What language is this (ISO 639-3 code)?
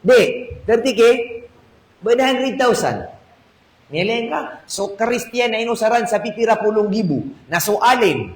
mrw